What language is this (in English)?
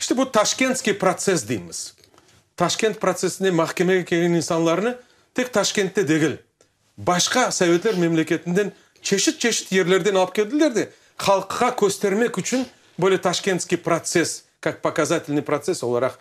Crimean Tatar